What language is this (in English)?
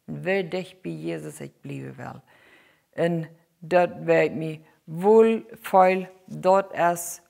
Plautdietsch